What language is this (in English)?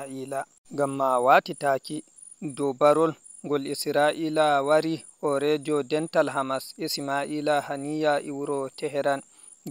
Fula